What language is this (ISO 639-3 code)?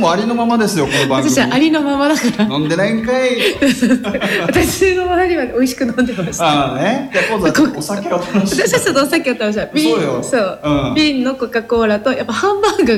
jpn